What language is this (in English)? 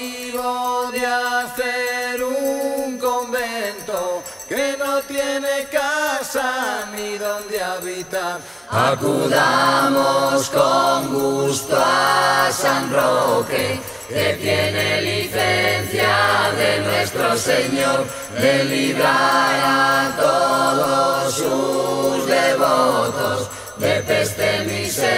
Spanish